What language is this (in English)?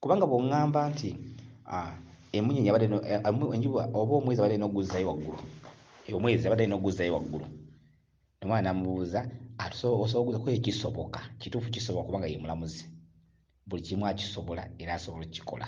Ganda